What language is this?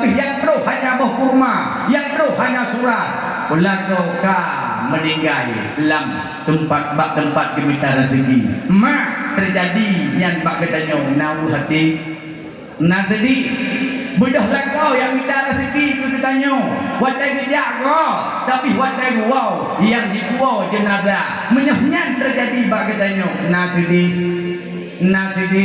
Achinese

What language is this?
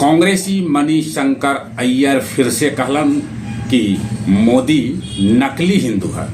Magahi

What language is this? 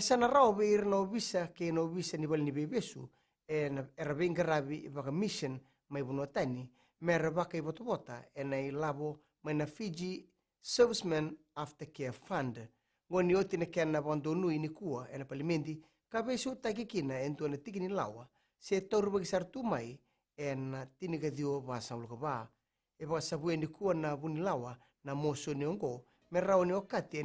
Fijian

